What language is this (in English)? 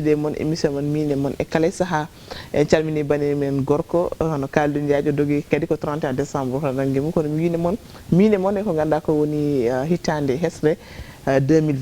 Fula